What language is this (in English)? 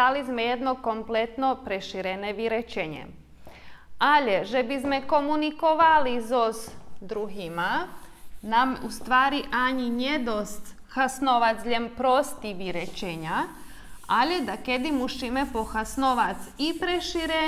Rusyn